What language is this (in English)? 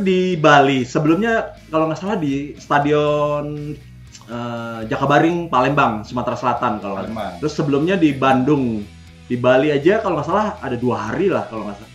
Indonesian